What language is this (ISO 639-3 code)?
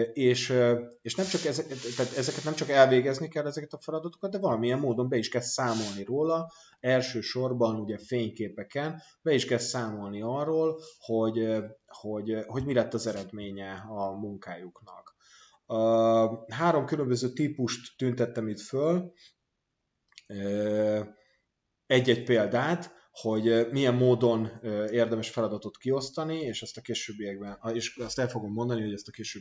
hun